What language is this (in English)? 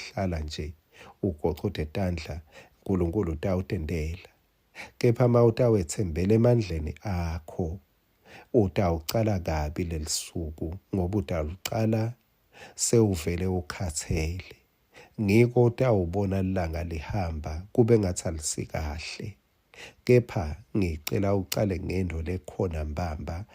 Swati